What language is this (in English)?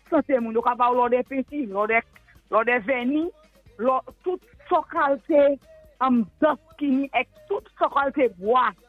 Saint Lucian Creole French